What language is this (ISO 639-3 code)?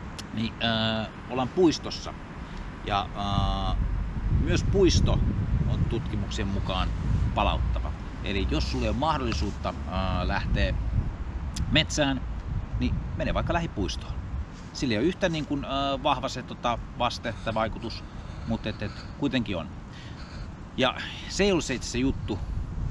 fin